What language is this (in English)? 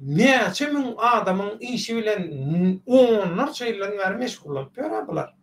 Turkmen